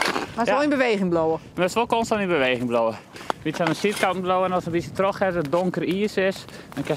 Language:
Western Frisian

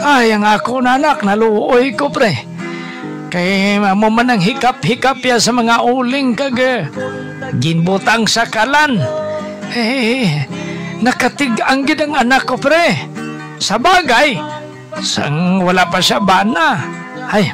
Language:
Hiligaynon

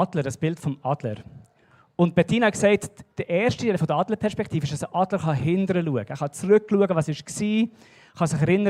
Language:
Swiss German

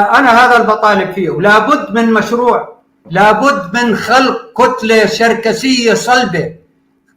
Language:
North Levantine Arabic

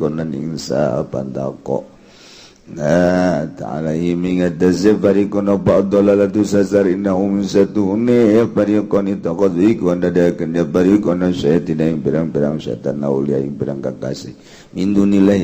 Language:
Sundanese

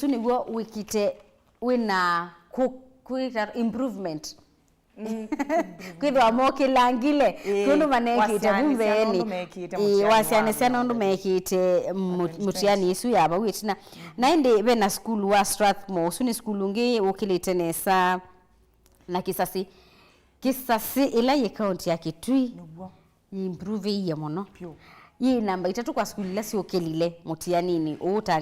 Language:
Kamba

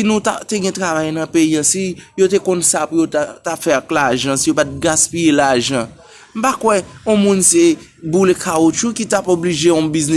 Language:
Haitian Creole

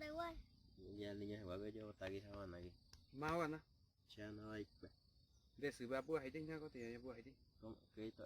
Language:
Guarani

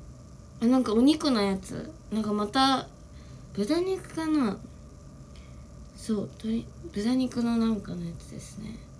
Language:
Japanese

